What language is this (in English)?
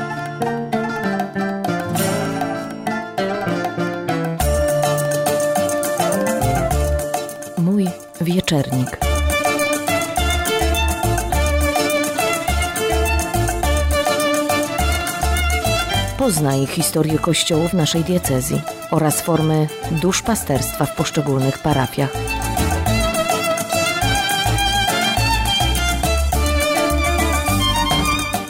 Polish